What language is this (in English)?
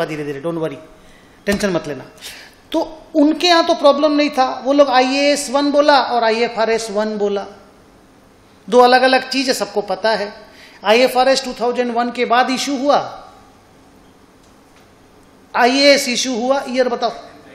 Hindi